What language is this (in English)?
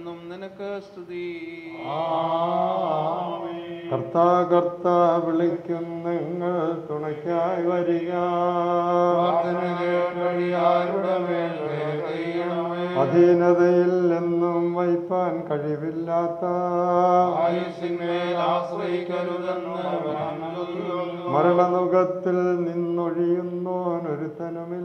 Malayalam